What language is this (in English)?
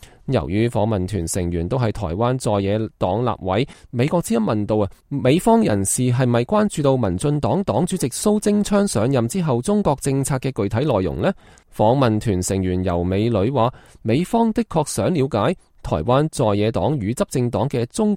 Cantonese